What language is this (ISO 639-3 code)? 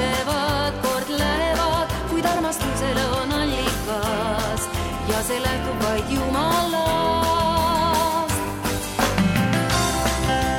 est